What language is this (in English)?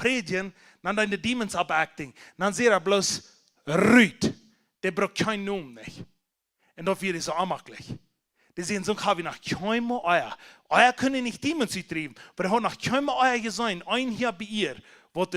Plautdietsch